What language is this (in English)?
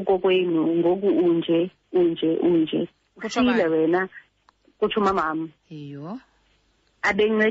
Xhosa